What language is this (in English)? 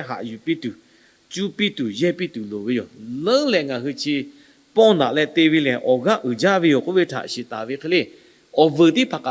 Lahu